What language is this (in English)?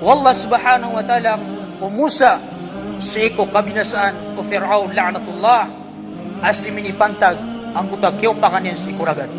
Maranao